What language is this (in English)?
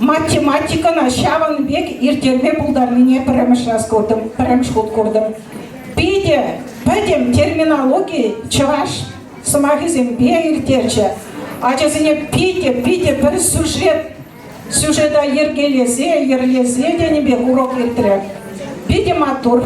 Chuvash